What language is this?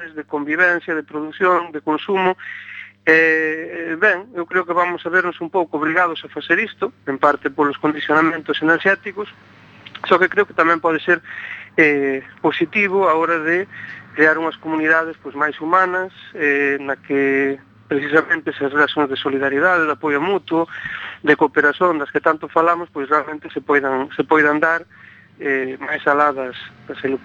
Galician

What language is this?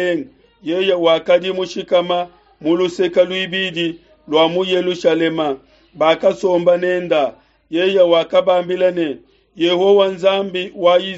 Luba-Lulua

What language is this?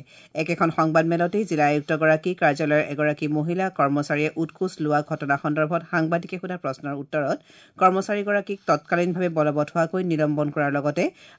Assamese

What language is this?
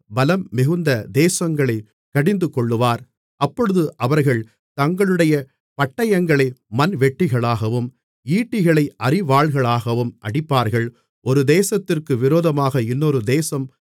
Tamil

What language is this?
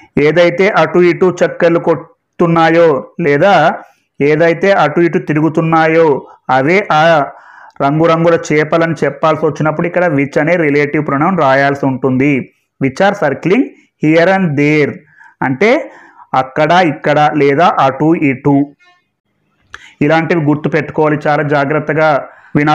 Telugu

